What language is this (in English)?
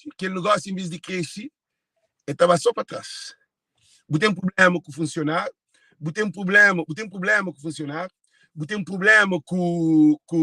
Kabuverdianu